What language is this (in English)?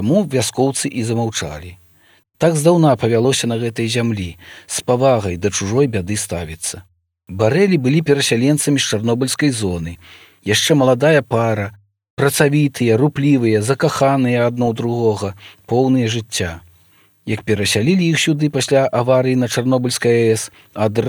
Belarusian